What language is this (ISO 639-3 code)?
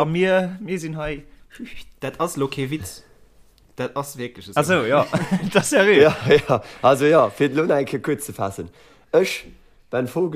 ltz